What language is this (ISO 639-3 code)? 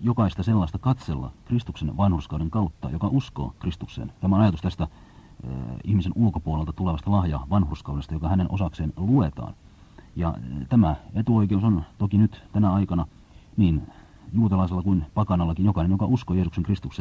fin